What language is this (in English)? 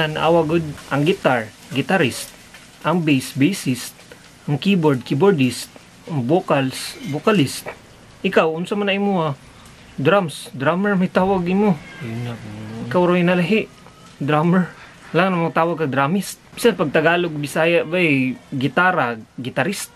Cebuano